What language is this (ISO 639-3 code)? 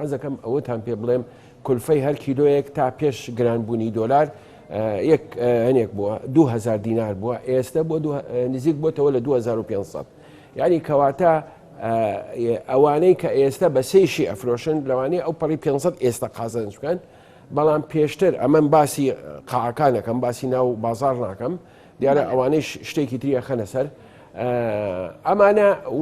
ckb